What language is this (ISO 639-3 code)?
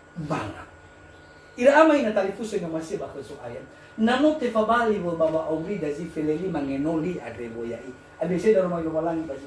nia